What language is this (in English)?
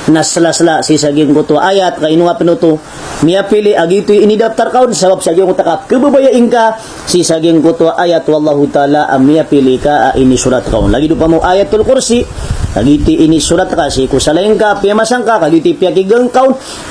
Maranao